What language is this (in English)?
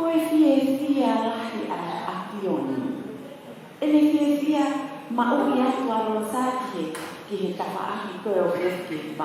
Tongan